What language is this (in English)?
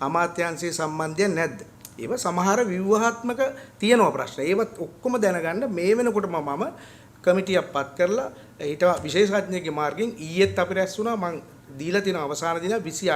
Sinhala